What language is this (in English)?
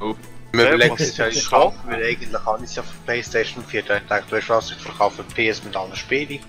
Swiss German